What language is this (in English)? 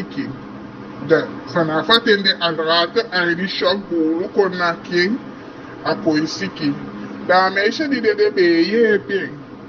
Eastern Maroon Creole